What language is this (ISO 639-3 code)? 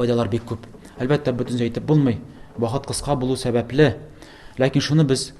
tat